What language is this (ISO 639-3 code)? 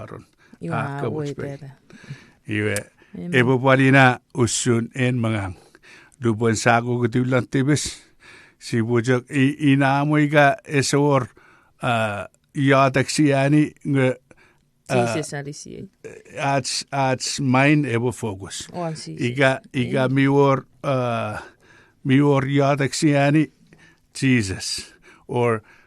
chk